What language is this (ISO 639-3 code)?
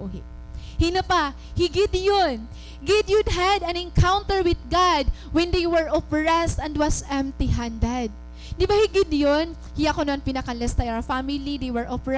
war